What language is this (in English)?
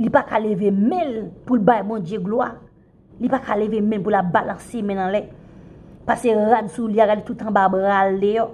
Haitian Creole